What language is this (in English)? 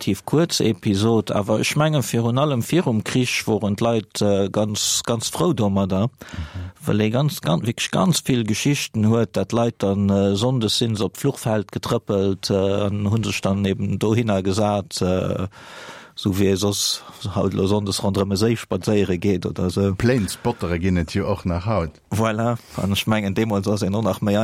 Luxembourgish